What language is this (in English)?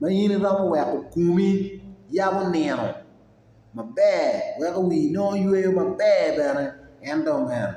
Acoli